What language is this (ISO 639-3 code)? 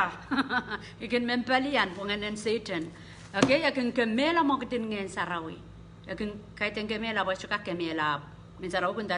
pon